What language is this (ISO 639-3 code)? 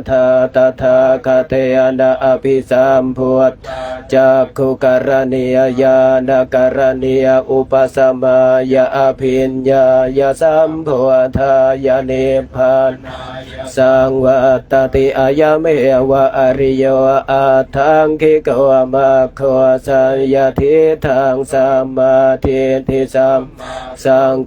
pli